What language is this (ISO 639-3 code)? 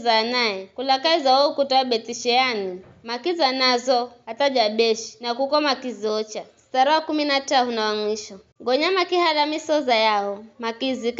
nyf